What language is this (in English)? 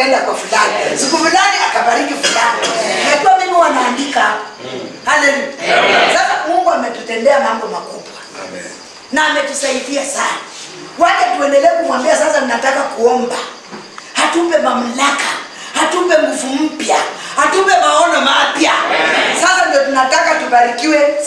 Swahili